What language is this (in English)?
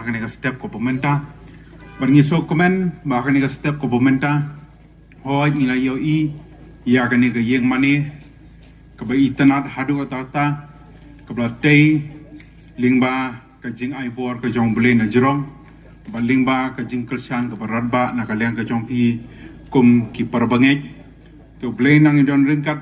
Khasi